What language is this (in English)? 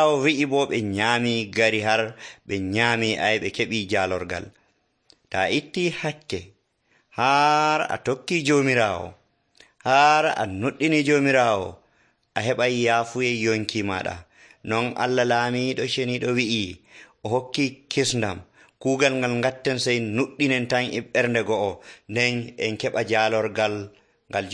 Nigerian Fulfulde